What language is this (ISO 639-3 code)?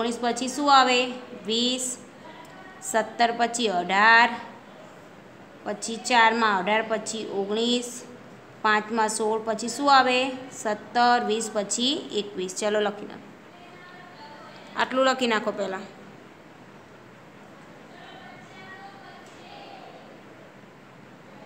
guj